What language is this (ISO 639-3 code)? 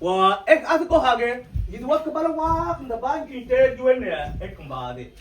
mfz